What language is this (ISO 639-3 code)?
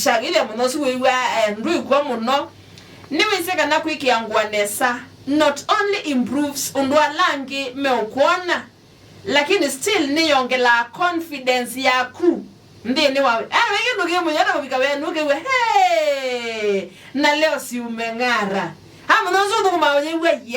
kam